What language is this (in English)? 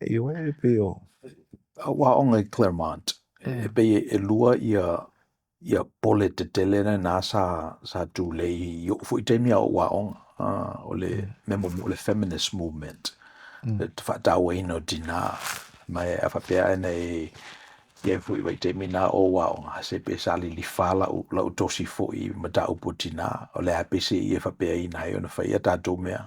Samoan